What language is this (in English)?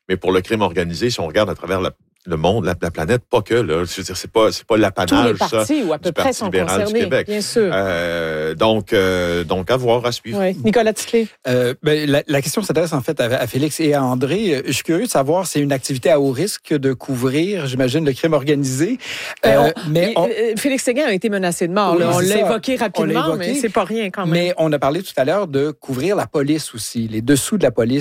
French